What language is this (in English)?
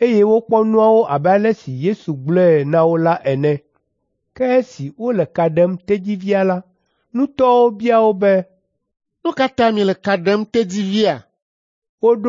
Ewe